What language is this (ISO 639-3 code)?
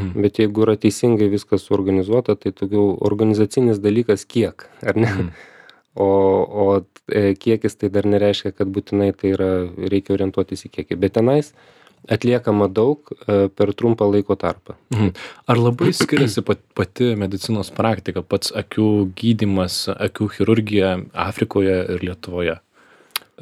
lit